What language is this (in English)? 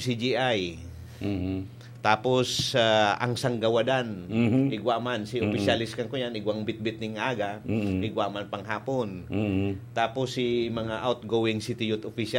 Bikol